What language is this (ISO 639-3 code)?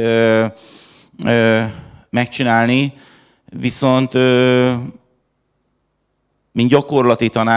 hun